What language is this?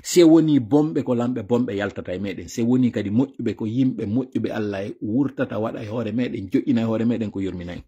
Pular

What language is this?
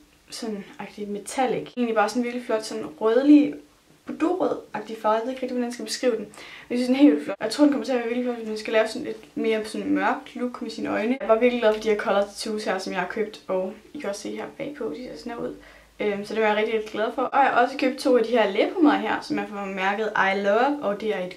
Danish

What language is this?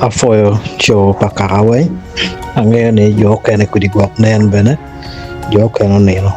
Acoli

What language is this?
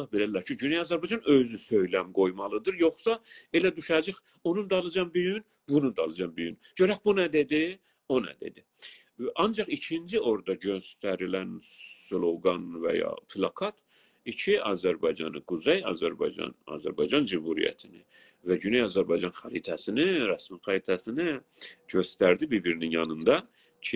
South Azerbaijani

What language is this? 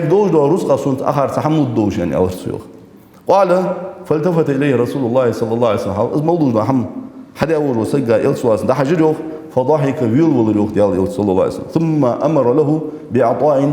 Ingush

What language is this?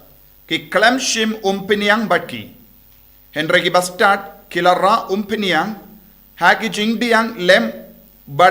Khasi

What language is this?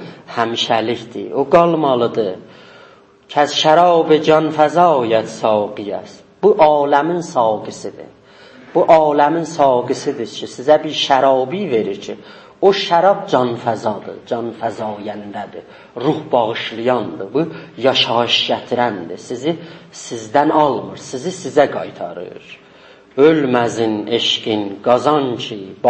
South Azerbaijani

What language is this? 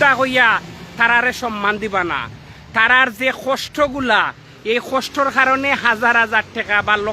Sylheti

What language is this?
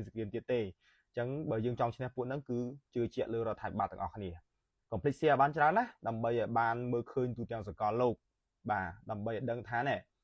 Khmer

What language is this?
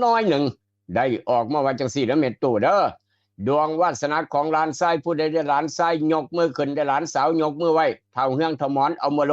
Northeastern Thai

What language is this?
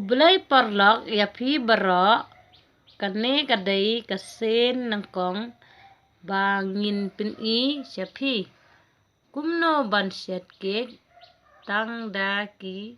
Khasi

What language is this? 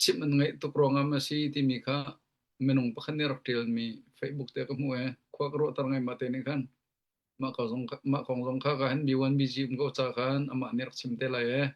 Hakha Chin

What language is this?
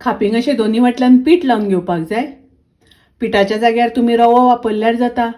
Konkani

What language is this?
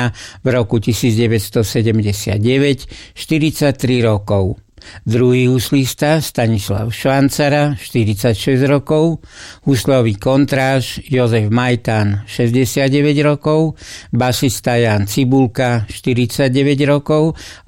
Slovak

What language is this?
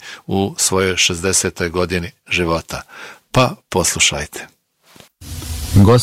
Croatian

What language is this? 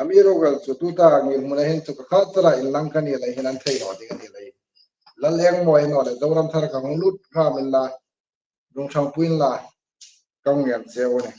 Hmar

